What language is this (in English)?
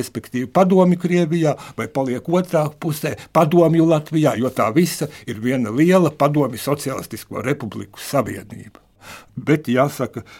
Latvian